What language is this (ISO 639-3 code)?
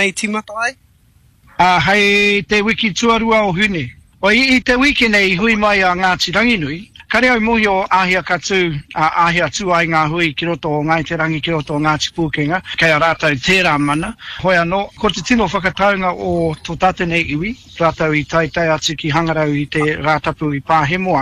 mri